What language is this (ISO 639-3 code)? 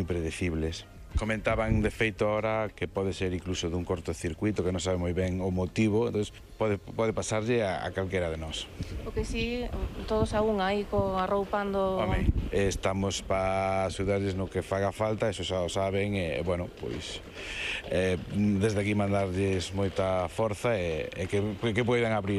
glg